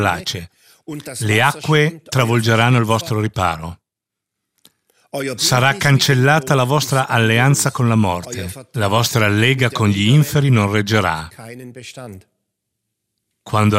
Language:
Italian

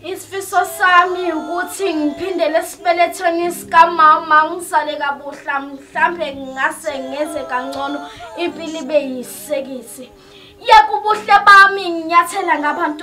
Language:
Zulu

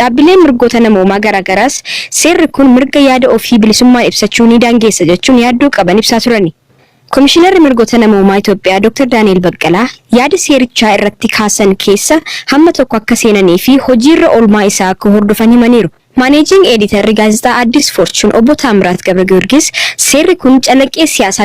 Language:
Oromo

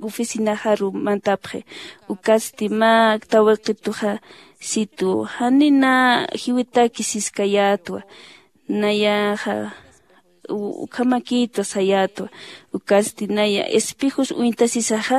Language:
Aymara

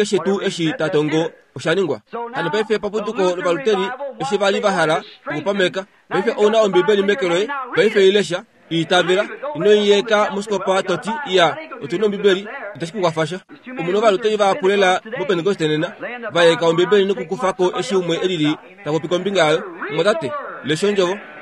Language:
Kuanyama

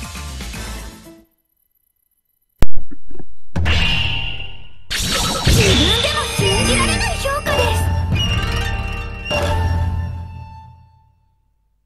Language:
Japanese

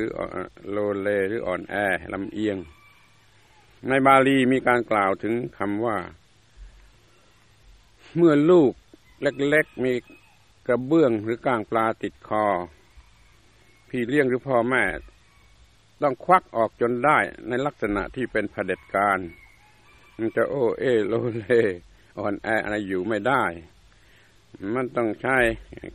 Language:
Thai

